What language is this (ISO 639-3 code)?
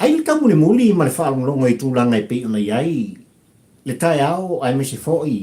smo